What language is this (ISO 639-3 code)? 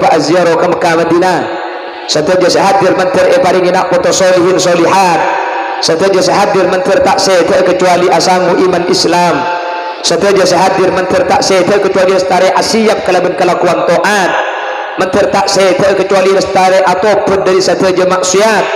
mad